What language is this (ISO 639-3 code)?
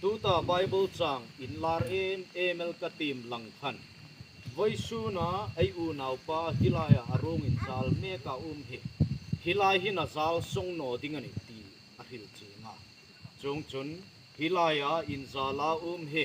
hmr